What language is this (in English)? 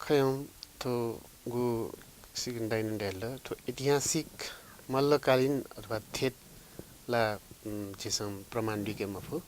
Newari